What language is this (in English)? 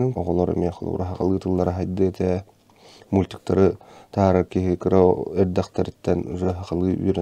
Yakut